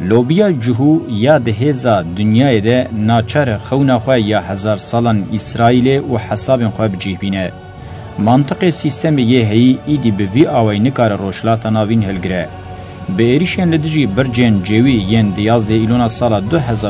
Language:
Kurdish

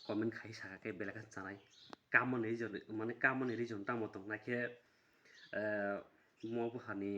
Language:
Kok Borok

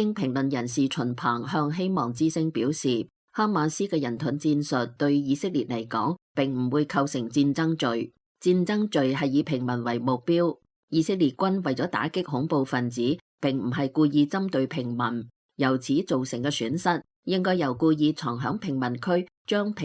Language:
Cantonese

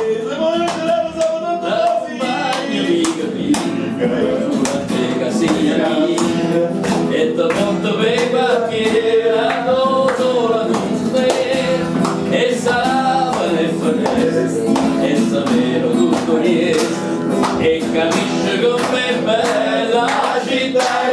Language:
Neapolitan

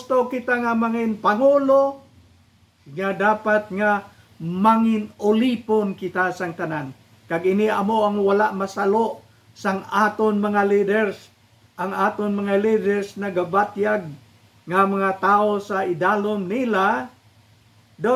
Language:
Hiligaynon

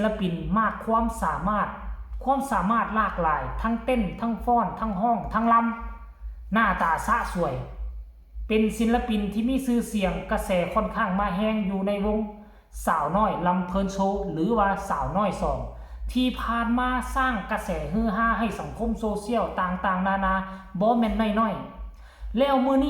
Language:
Lao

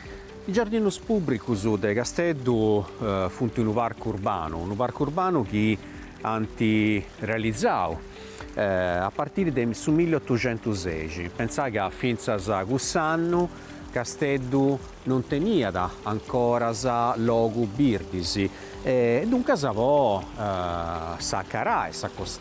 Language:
Sardinian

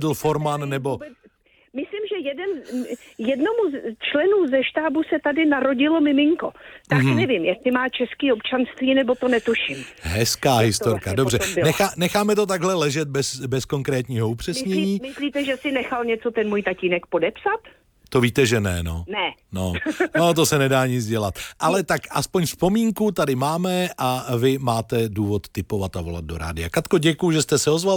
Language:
Czech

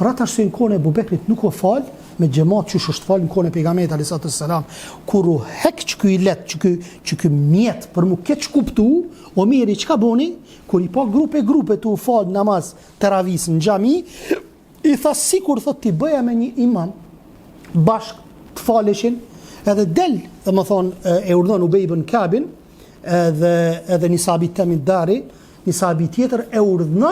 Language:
Albanian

